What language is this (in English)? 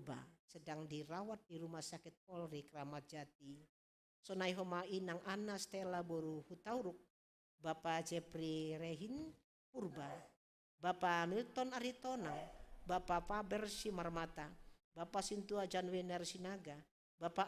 Batak Simalungun